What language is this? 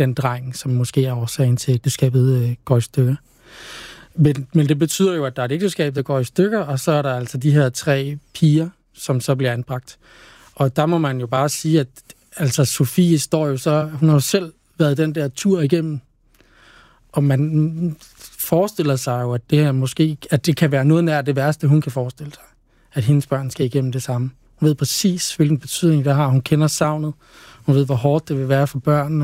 Danish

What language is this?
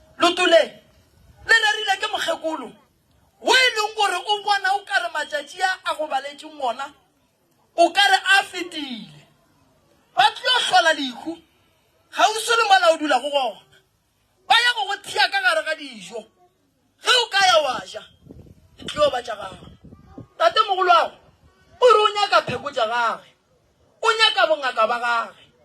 Northern Sotho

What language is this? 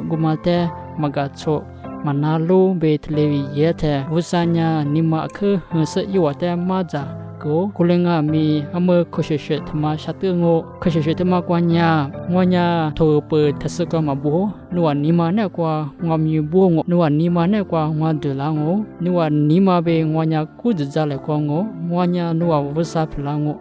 Lisu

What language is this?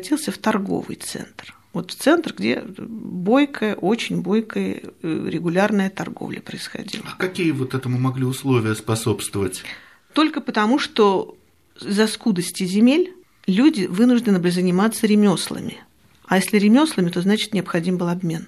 Russian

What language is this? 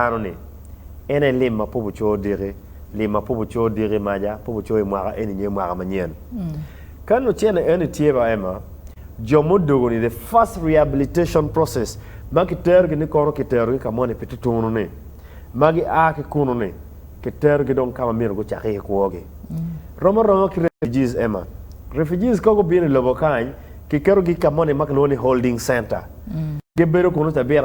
Acoli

